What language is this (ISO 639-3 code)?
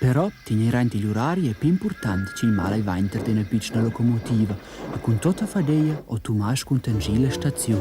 roh